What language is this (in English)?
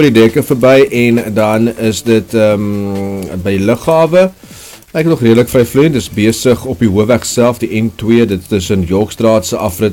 Afrikaans